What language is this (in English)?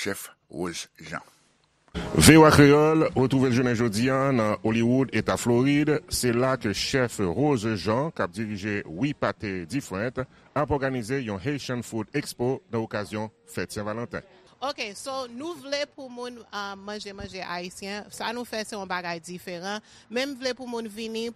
Haitian Creole